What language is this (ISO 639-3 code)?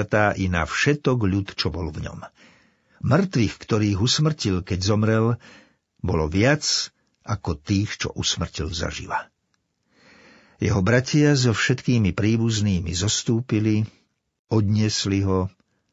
slk